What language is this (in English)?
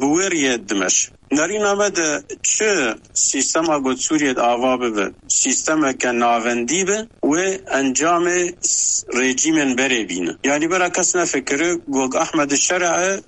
Kurdish